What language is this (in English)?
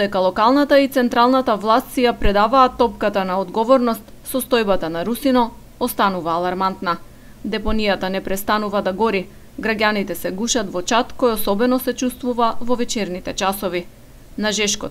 Macedonian